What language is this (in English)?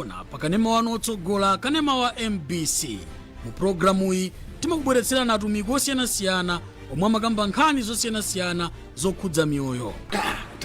Nyanja